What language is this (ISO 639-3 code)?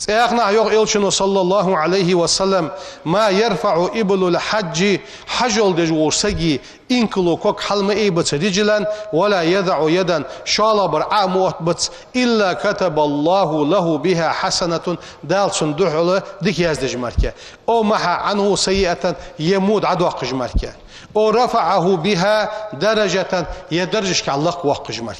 inh